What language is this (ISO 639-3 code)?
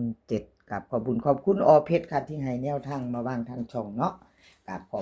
tts